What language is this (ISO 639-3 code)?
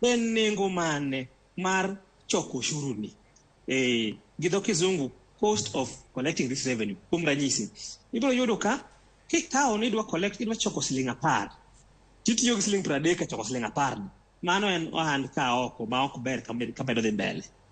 luo